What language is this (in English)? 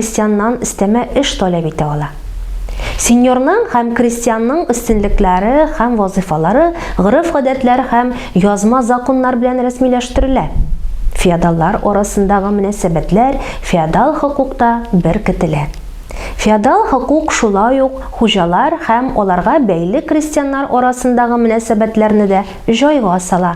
Tatar